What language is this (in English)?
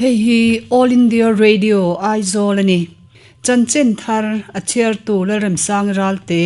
Mizo